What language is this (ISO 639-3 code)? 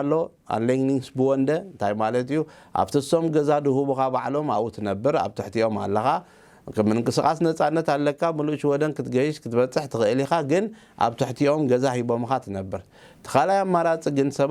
tir